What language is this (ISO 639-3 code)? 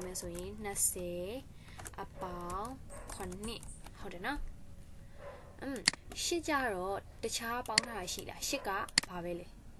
mya